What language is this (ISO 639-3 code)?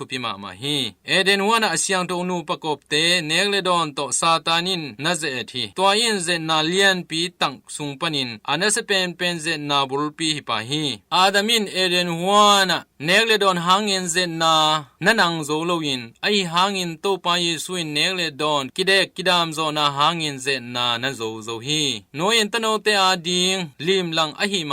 ctd